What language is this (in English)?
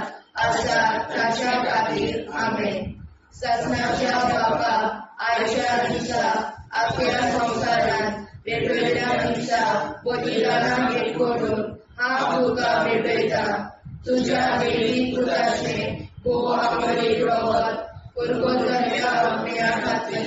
Konkani